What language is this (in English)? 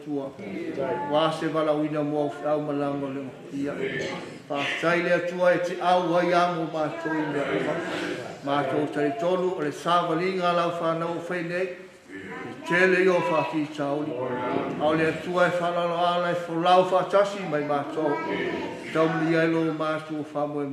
Samoan